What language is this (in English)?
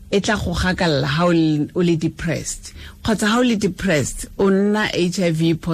Tswana